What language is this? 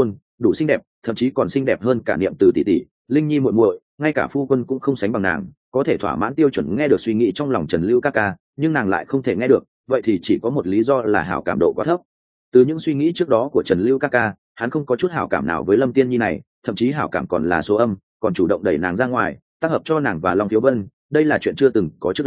Vietnamese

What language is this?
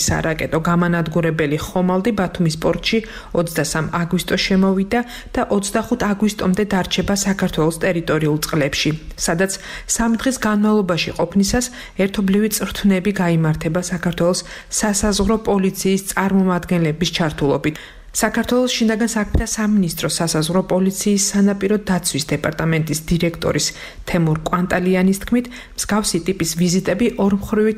Georgian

